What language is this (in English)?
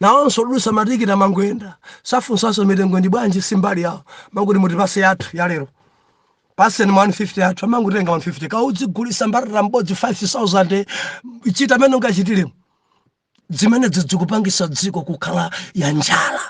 Nyanja